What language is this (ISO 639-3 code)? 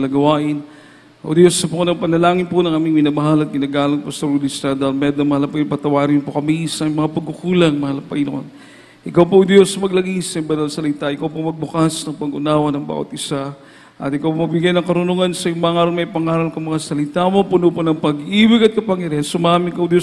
fil